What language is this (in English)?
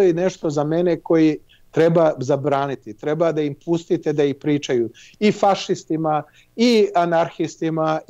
Serbian